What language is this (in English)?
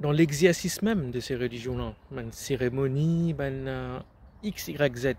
Morisyen